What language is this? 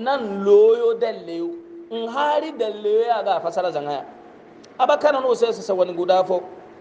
Hausa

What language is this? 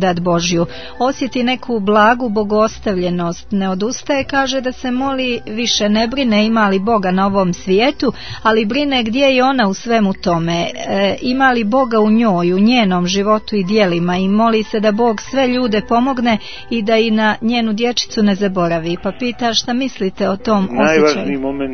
Bosnian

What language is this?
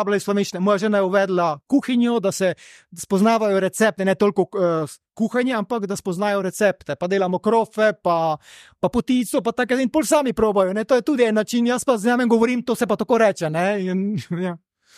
Slovenian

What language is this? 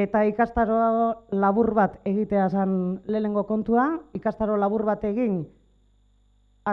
Basque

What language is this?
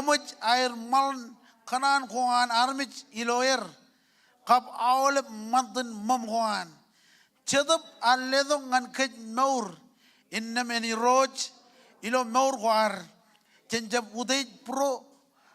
Marshallese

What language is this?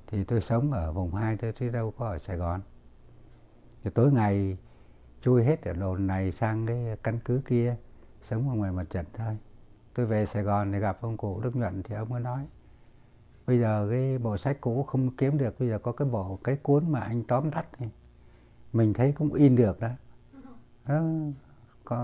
Vietnamese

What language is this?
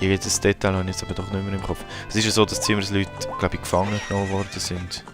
Swiss German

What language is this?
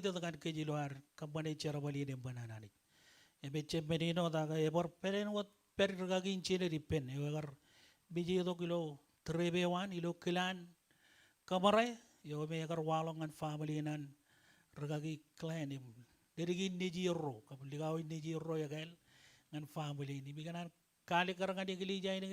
Marshallese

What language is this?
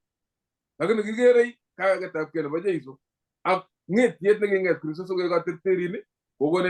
Kalenjin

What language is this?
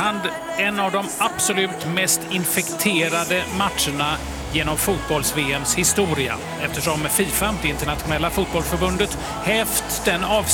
Swedish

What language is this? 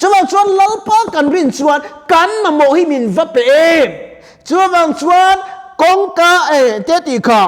Mizo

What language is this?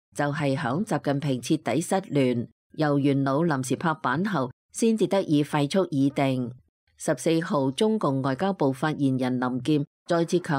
Cantonese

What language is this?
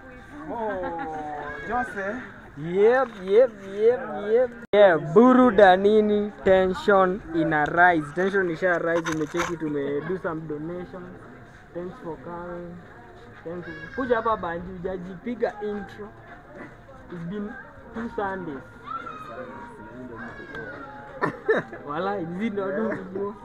Swahili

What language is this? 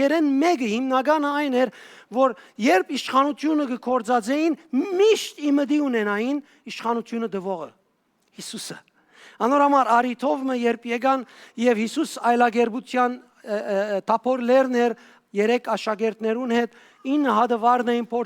Western Armenian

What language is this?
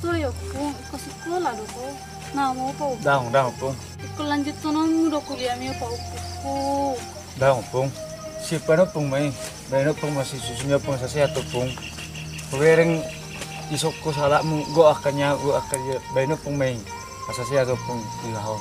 Batak Toba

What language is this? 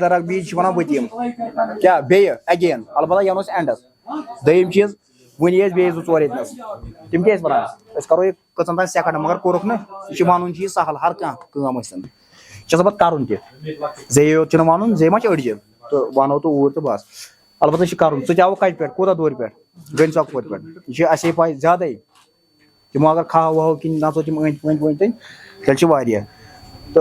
Kashmiri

